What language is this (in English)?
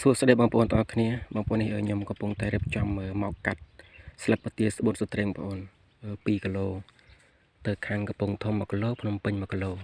Khmer